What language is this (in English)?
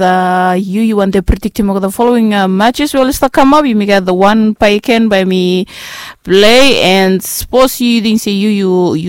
Bislama